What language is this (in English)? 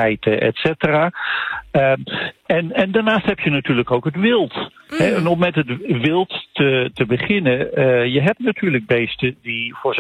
Dutch